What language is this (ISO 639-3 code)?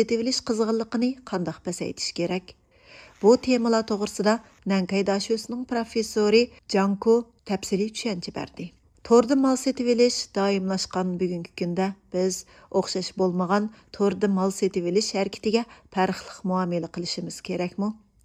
uig